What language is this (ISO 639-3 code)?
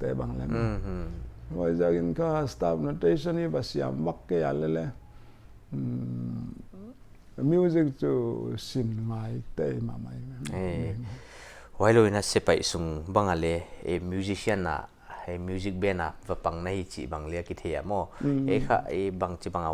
pck